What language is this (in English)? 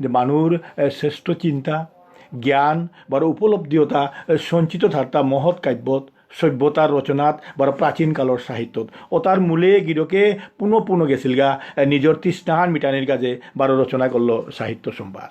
Bishnupriya